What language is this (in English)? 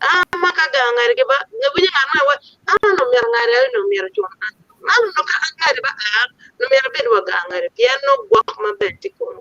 Acoli